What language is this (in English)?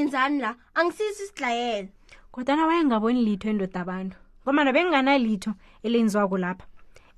South Ndebele